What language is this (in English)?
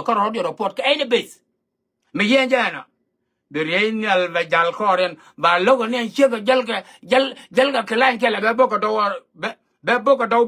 Nuer